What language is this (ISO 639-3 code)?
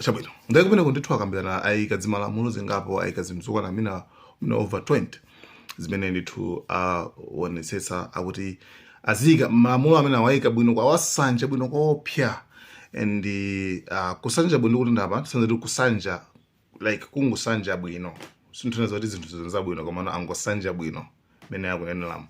nya